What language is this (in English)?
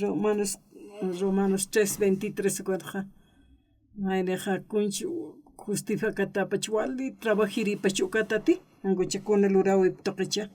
Aymara